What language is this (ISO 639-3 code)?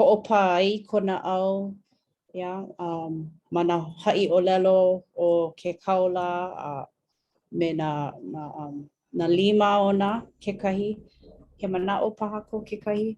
haw